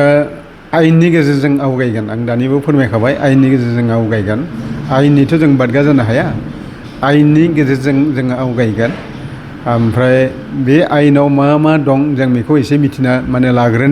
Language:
Bodo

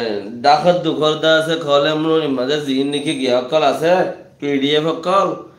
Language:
Rohingya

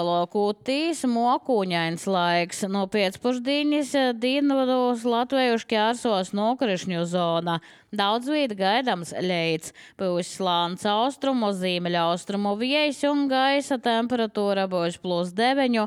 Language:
Latvian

